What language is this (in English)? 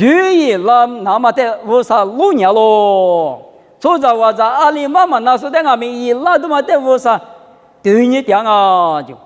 Lisu